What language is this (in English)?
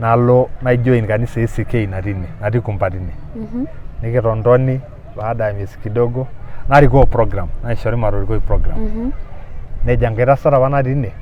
Masai